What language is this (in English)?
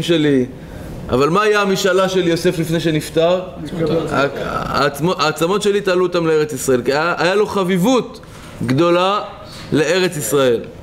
Hebrew